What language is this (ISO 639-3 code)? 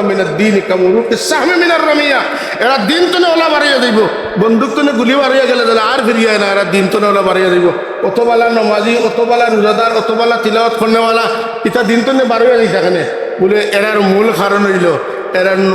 syl